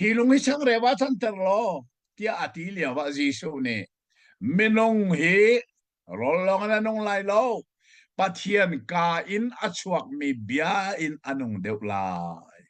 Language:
Hakha Chin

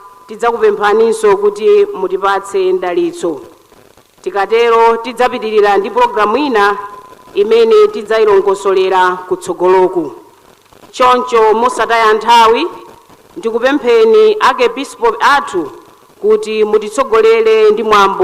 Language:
Nyanja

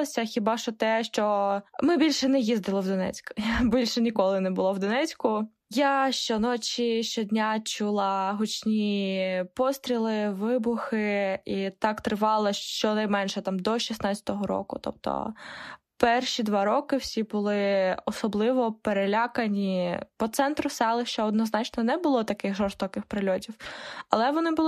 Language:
Ukrainian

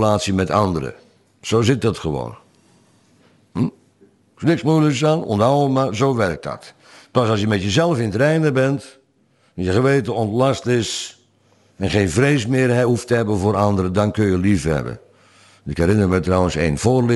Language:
Dutch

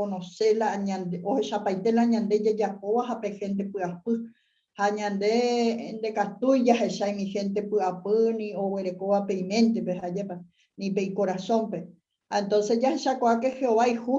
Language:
Guarani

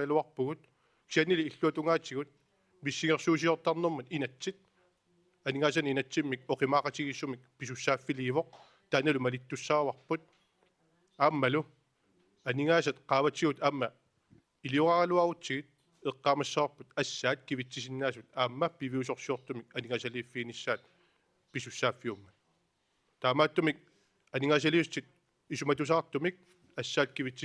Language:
Kalaallisut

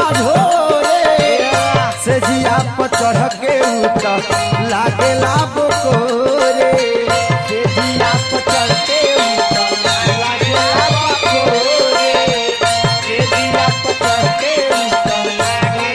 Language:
Bhojpuri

